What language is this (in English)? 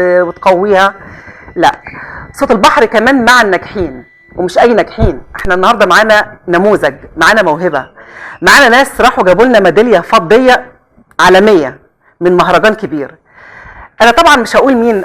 Egyptian Arabic